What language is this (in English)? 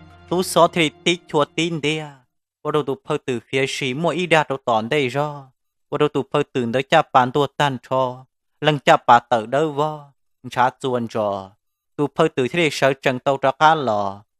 Hmong